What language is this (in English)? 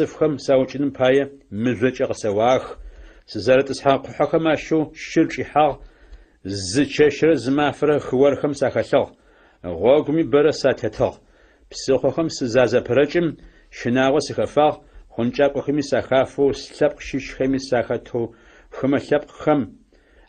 Adyghe